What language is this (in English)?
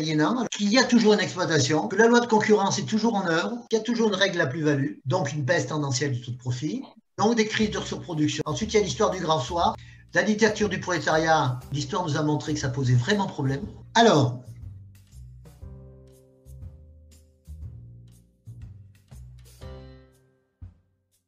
French